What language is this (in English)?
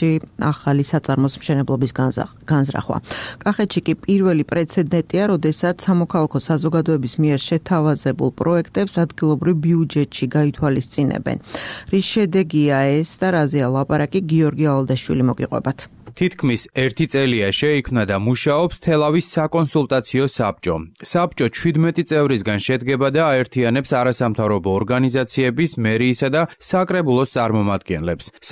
Georgian